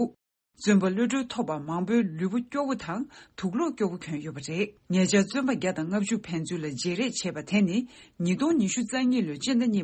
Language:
Tibetan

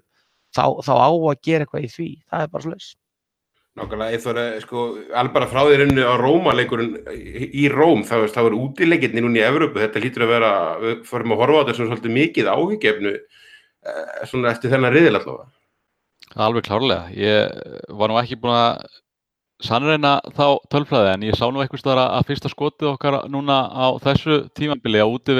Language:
Icelandic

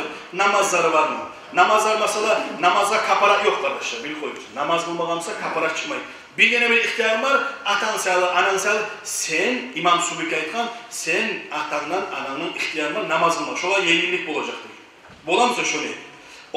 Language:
Kumyk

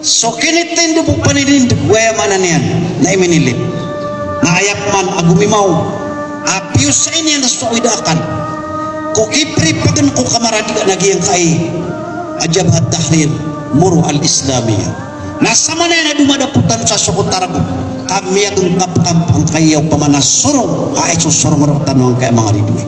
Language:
Maranao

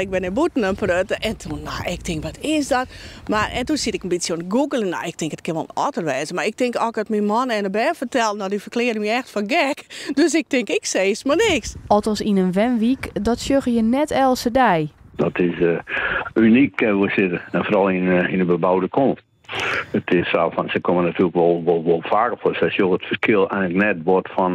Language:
Western Frisian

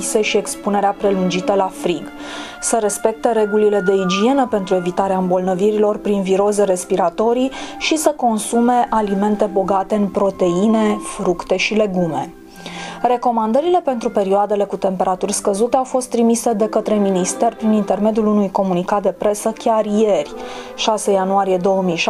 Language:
Romanian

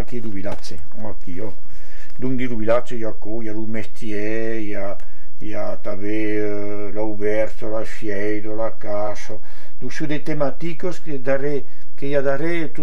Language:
Occitan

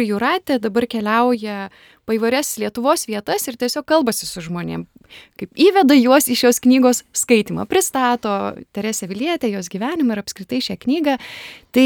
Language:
Lithuanian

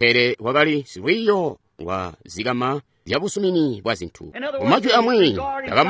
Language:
Tonga (Zambia)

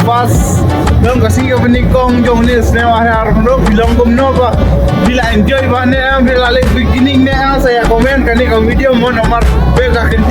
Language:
Khasi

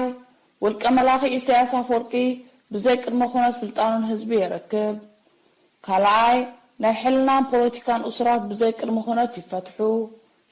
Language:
Tigrinya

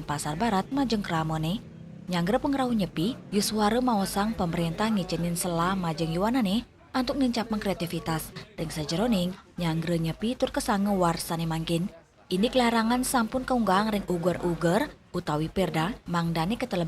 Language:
Balinese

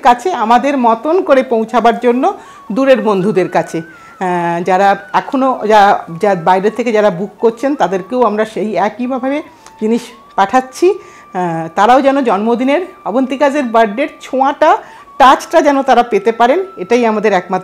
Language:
Bangla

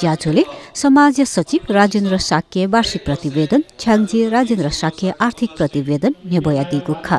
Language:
Newari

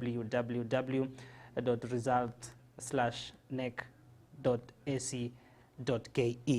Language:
Gusii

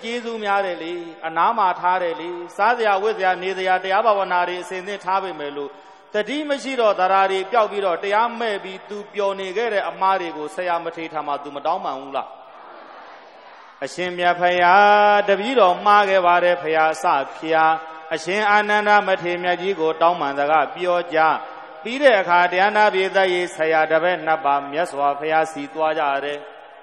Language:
Burmese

